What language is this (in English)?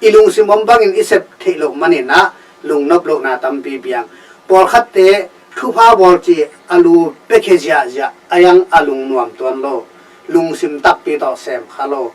Tedim Chin